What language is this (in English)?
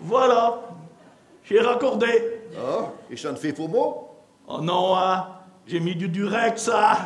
Picard